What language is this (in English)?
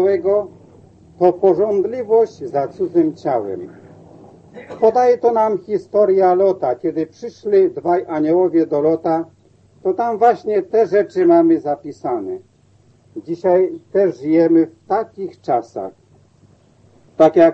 Polish